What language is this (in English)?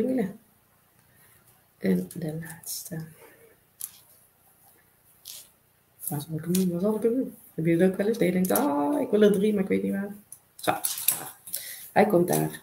Dutch